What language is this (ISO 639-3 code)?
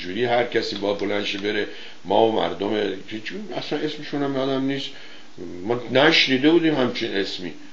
fas